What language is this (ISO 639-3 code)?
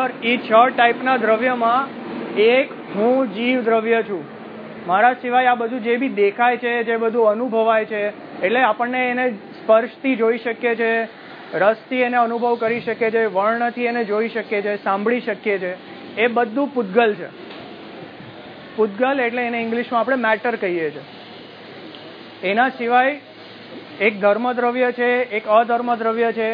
guj